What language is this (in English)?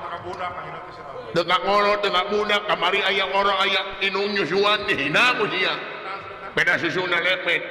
Sundanese